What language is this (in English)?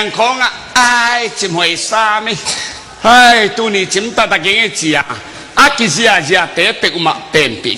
Tedim Chin